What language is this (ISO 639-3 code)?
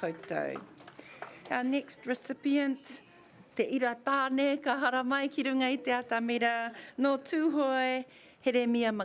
mri